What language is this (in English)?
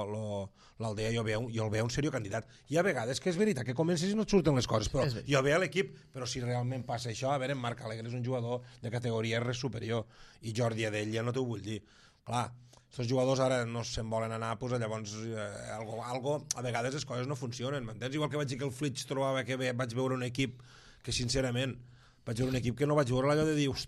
Catalan